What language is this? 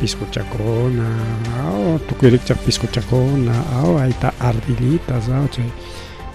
Ayacucho Quechua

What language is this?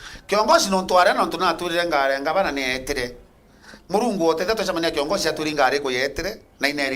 Meru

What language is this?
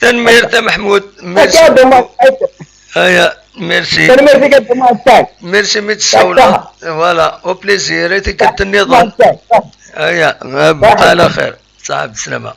Kabyle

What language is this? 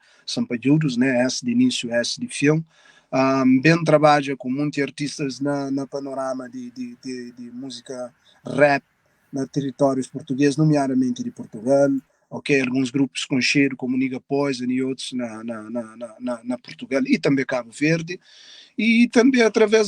Kabuverdianu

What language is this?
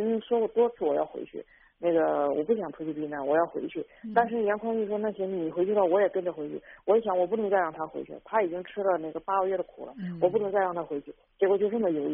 Chinese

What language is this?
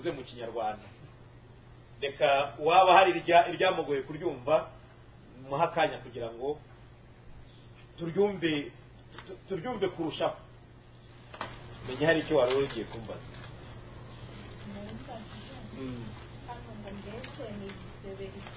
Kinyarwanda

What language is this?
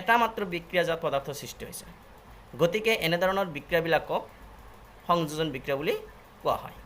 Assamese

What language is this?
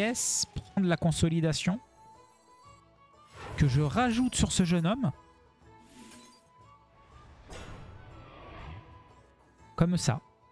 French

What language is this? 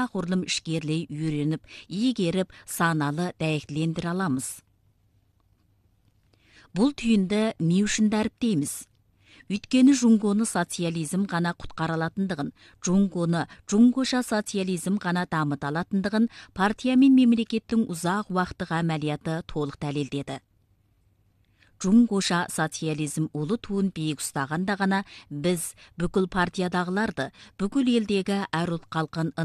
Kazakh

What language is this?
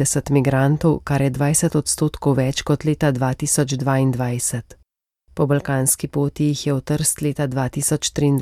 Slovenian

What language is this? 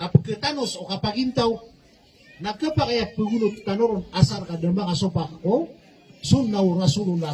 Maranao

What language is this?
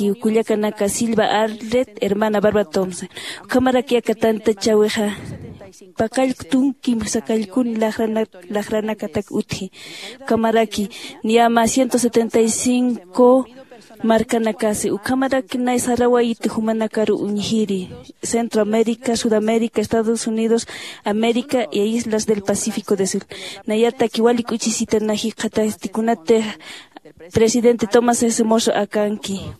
Aymara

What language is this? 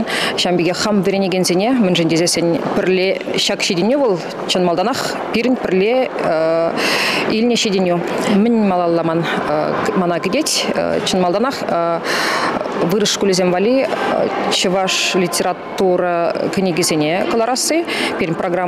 Chuvash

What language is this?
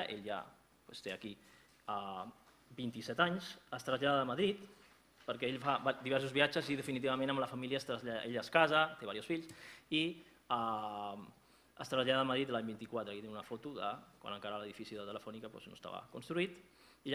Catalan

